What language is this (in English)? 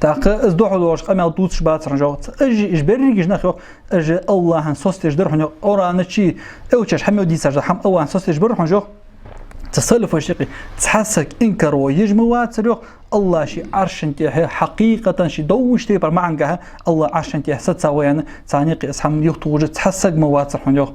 Ingush